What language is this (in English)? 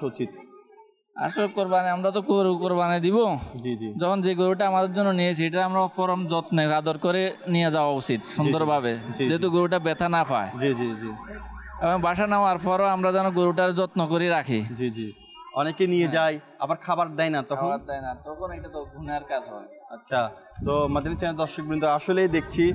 Bangla